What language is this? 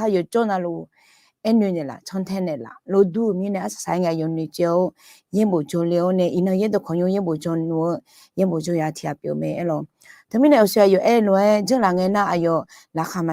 Akha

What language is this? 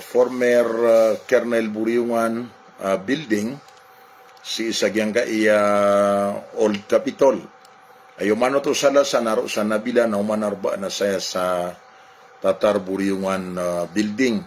Maranao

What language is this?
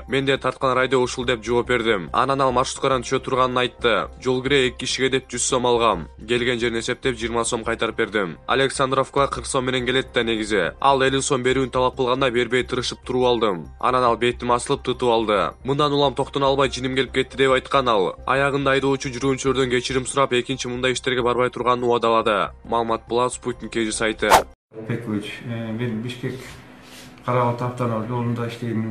Kyrgyz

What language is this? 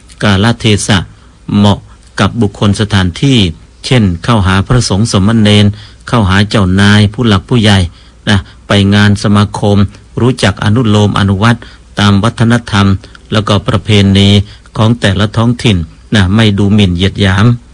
Thai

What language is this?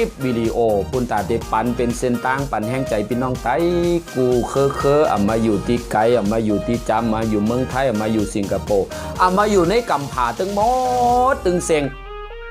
Shan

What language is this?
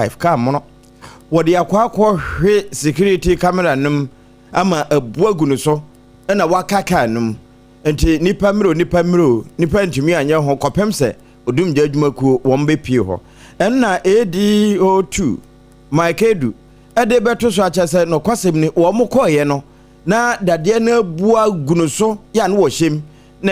Akan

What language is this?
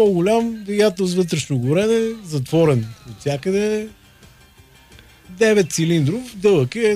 Bulgarian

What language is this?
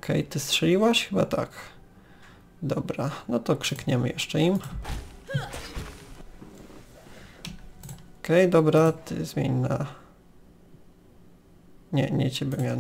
Polish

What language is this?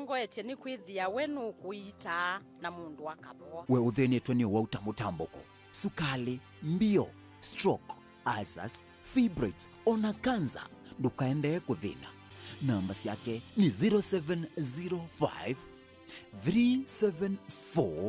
Kamba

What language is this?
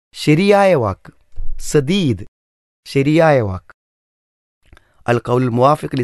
Malayalam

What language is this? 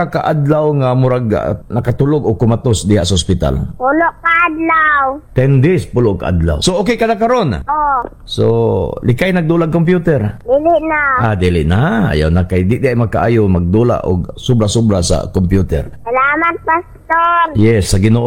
Cebuano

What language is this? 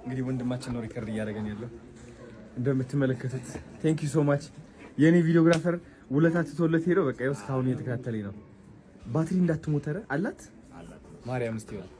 Amharic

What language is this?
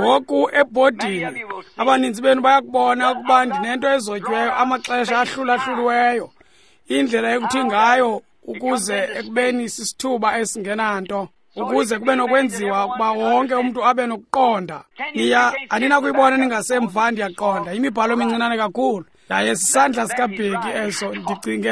Xhosa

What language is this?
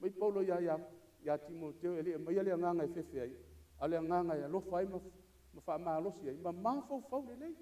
Samoan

